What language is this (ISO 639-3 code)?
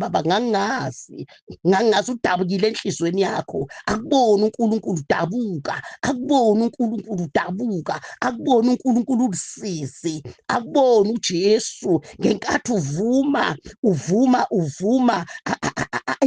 zul